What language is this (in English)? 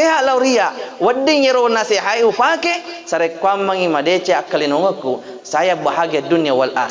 Buginese